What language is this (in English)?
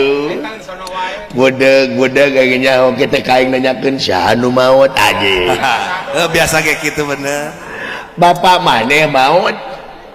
Sundanese